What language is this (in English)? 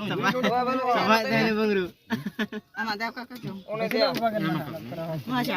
Santali